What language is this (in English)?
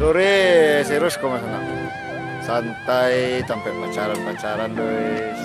Minangkabau